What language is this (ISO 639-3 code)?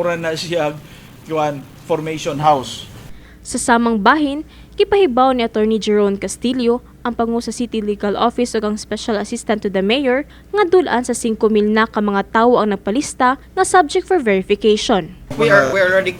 ceb